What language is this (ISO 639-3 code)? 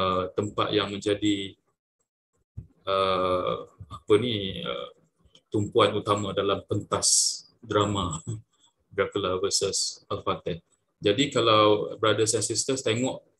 msa